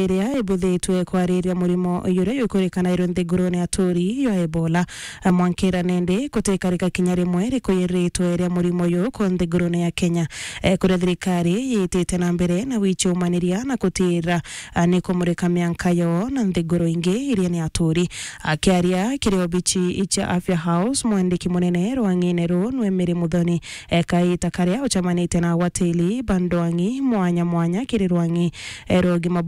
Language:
Meru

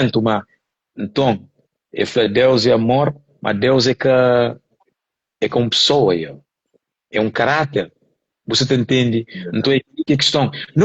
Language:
Kabuverdianu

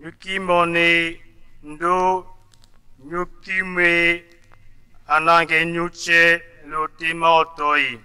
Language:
Tetela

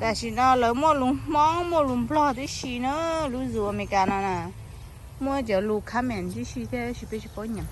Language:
Hmong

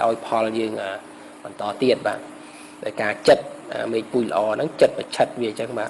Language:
Khmer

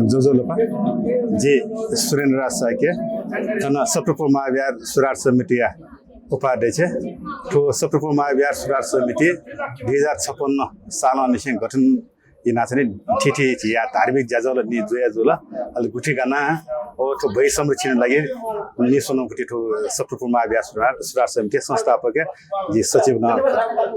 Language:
Newari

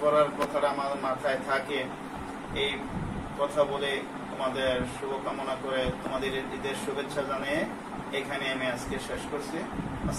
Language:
Bangla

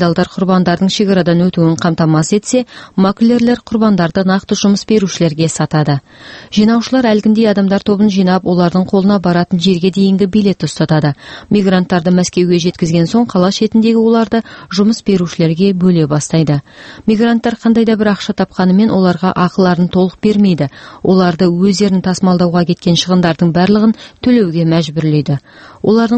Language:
Kazakh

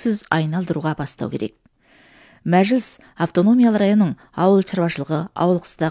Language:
Kazakh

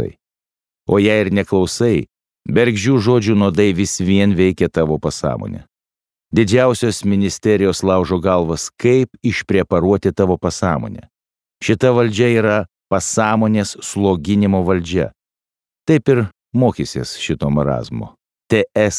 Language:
Lithuanian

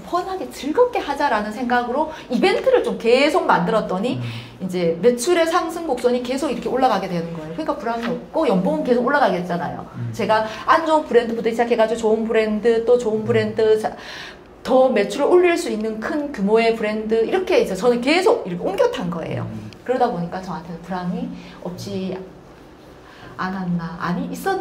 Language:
Korean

